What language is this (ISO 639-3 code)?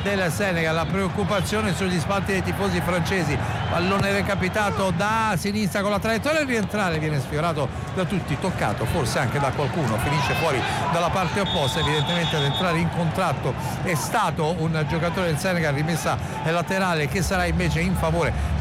ita